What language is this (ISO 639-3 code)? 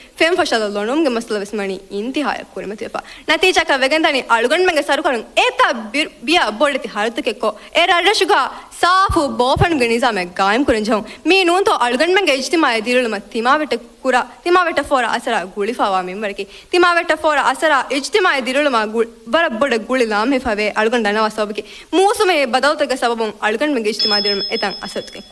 div